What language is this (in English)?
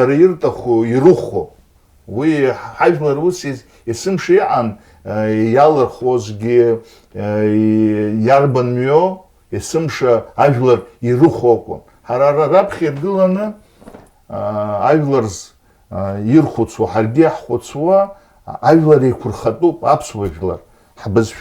Abkhazian